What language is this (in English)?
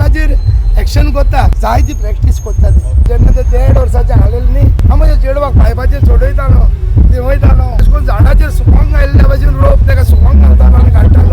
Konkani